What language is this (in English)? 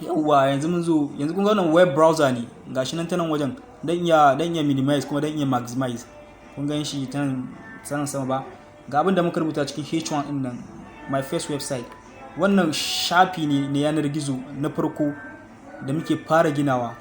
Hausa